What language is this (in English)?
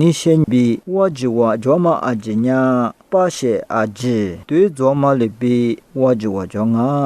Lisu